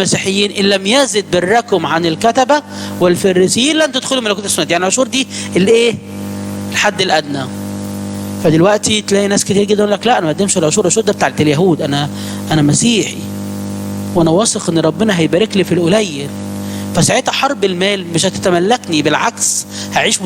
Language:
Egyptian Arabic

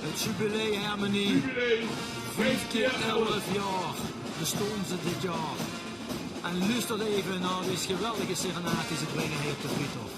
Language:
Limburgish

